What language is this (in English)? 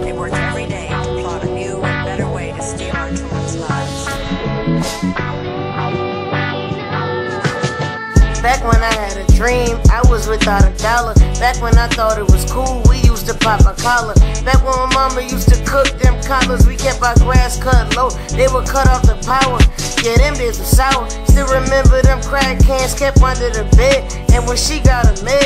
English